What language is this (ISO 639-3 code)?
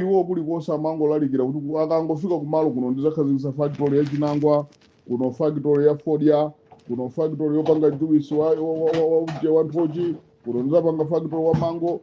nya